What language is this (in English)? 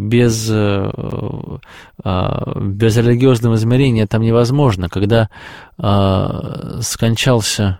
Russian